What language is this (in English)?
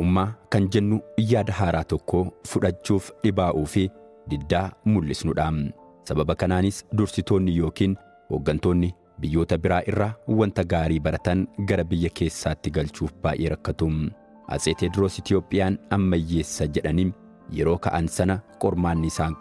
Oromo